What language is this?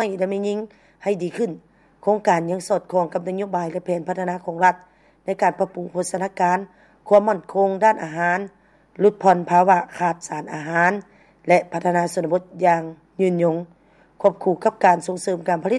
Lao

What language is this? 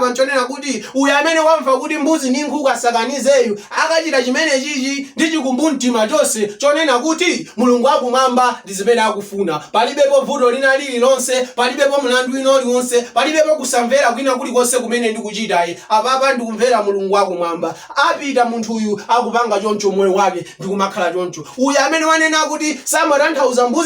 Nyanja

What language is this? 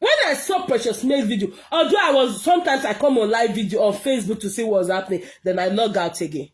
Nigerian Pidgin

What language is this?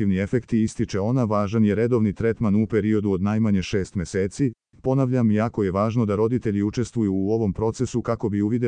Serbian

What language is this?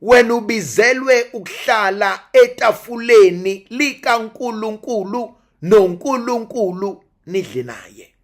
Zulu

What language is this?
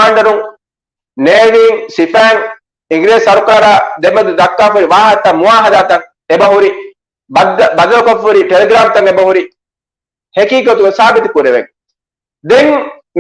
Divehi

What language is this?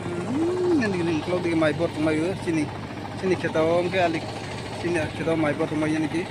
Kok Borok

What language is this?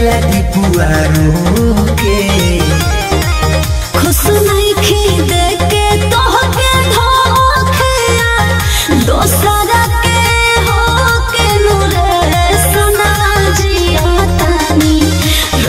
Bhojpuri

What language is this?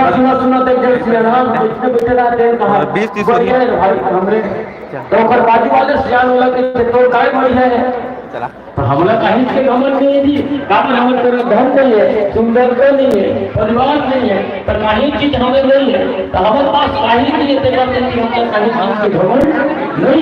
Chhattisgarhi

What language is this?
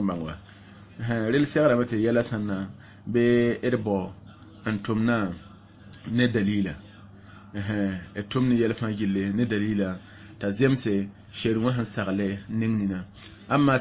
Mossi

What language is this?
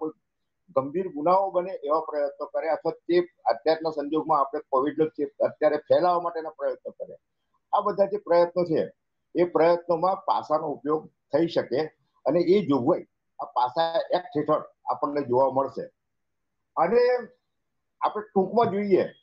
Gujarati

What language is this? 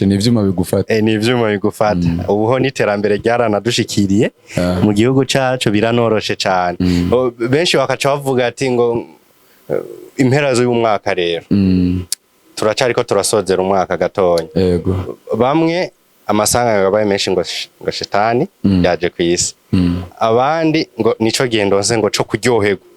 Rundi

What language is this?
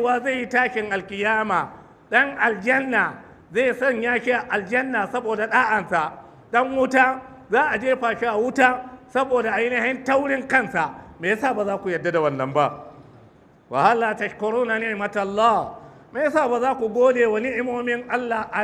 Hausa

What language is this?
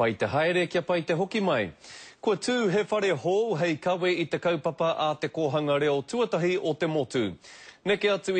Māori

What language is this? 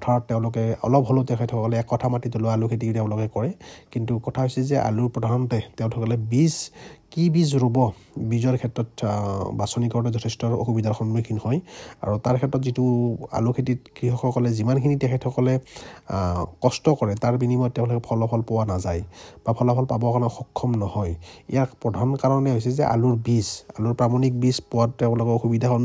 Assamese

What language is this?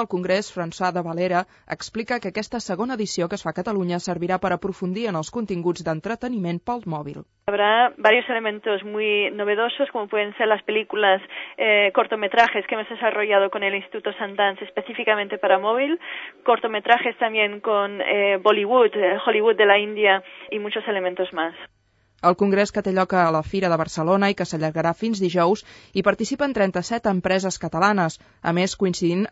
Catalan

